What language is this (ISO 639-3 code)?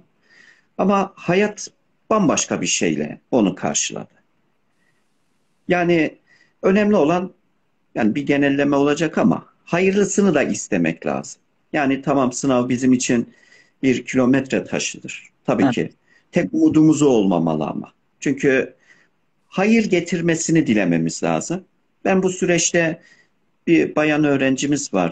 tur